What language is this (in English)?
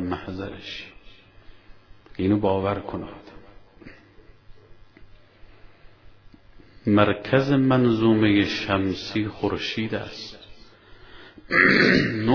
Persian